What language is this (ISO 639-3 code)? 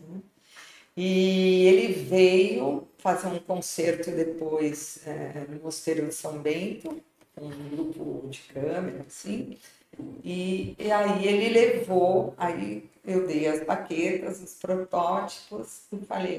por